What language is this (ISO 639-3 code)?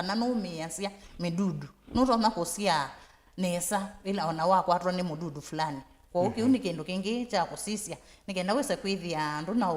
kam